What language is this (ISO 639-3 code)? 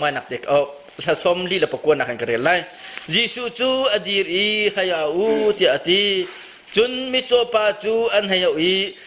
cnh